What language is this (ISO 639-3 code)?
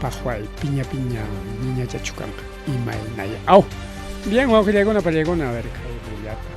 quy